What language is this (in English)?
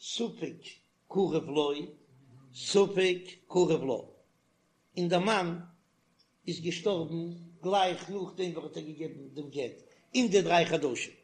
Yiddish